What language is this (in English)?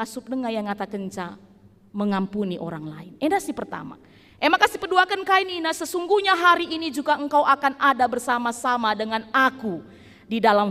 Batak Karo